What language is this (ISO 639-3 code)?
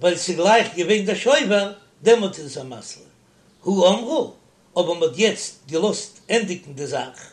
yid